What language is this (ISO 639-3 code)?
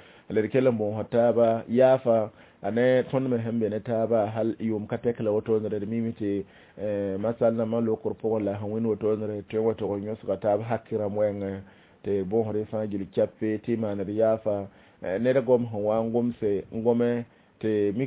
mos